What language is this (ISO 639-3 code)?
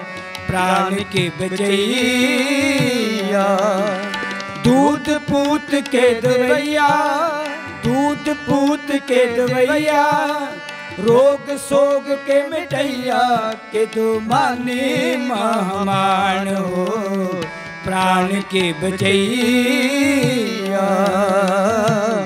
bho